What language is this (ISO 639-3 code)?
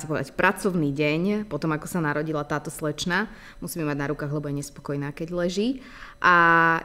slk